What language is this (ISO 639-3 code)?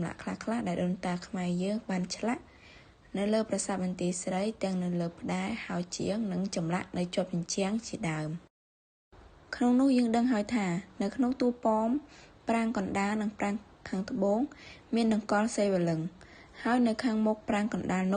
khm